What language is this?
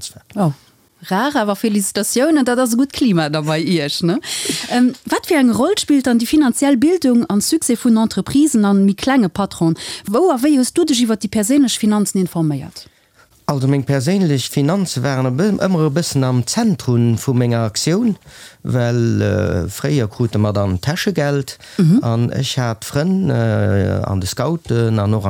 Luxembourgish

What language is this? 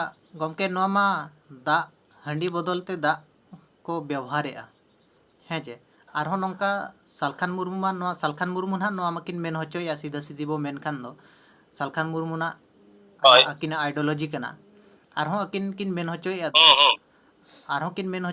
Santali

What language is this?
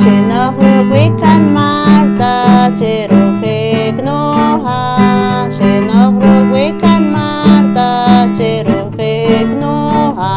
Poqomchi'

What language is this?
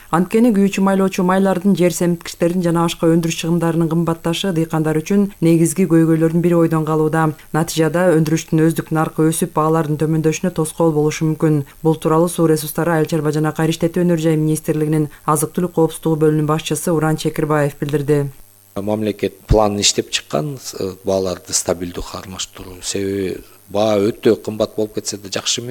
Kyrgyz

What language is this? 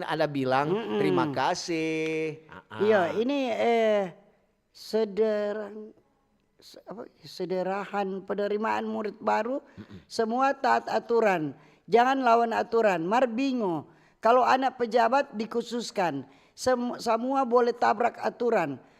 Manado Malay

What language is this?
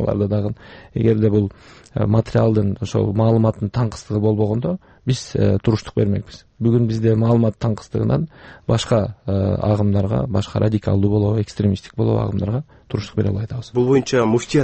Kyrgyz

